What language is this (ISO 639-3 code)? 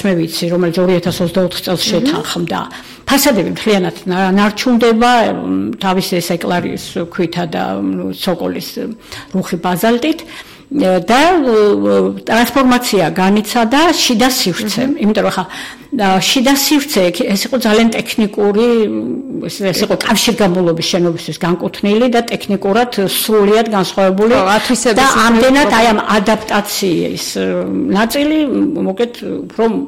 kat